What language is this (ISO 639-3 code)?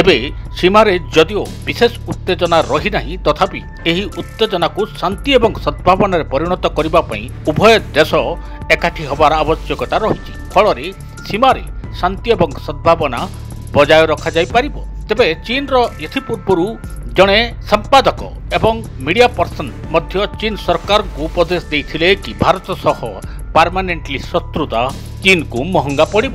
ori